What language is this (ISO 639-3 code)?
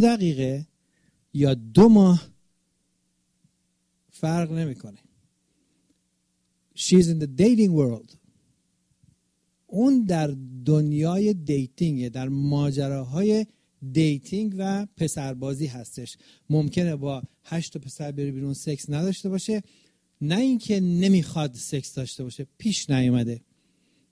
fas